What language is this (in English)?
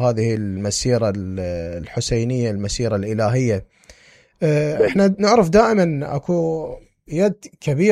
Mesopotamian Arabic